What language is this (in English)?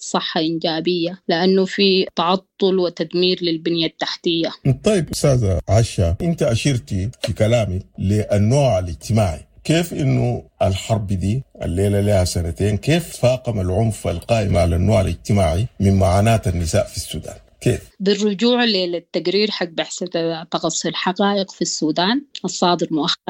Sudanese Arabic